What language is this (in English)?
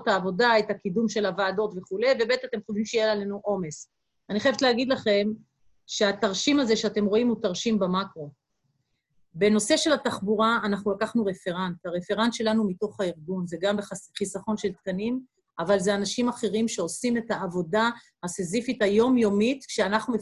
Hebrew